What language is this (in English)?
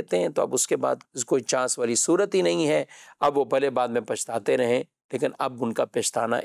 Urdu